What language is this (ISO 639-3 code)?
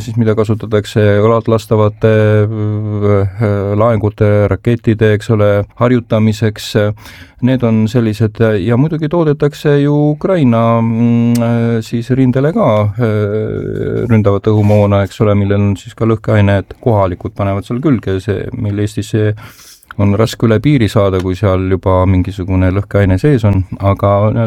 est